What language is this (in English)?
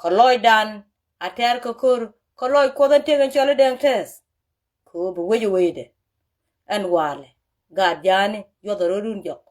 Nuer